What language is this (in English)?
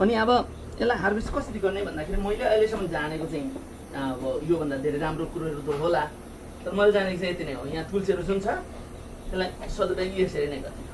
Nepali